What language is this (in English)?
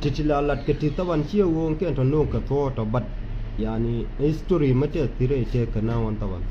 Nuer